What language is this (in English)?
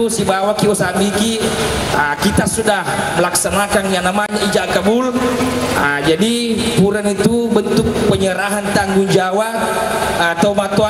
Buginese